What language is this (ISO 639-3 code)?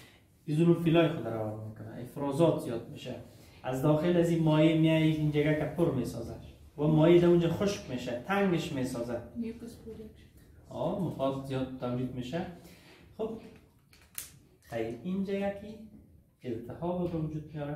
fas